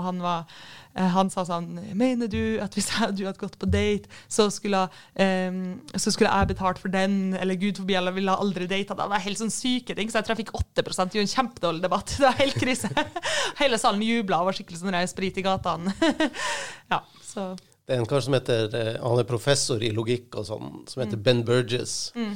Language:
Norwegian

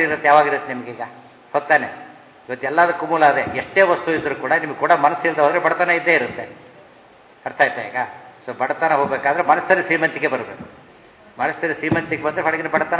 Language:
Kannada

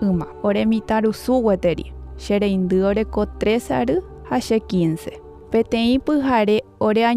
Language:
Guarani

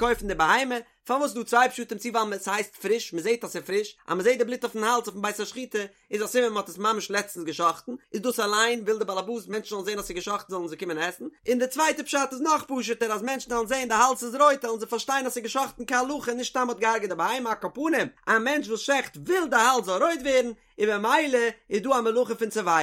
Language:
Yiddish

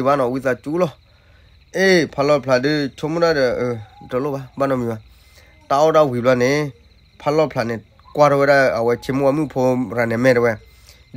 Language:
S'gaw Karen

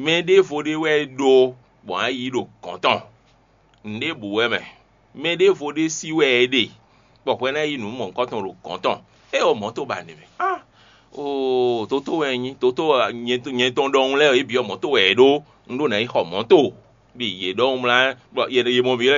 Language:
Fon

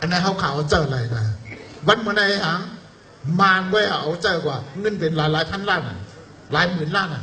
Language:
Shan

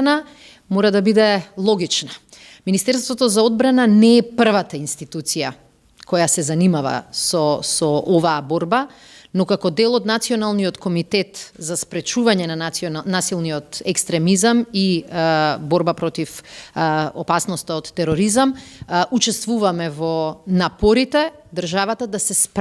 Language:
Macedonian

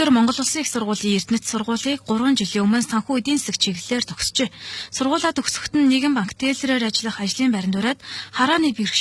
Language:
Mongolian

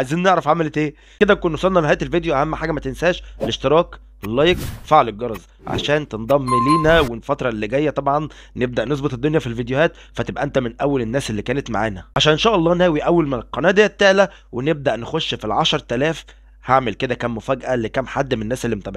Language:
Egyptian Arabic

